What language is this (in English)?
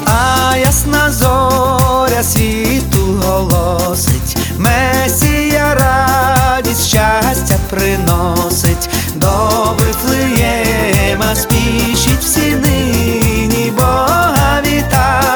Ukrainian